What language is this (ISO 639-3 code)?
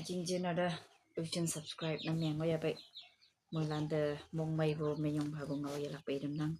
nbe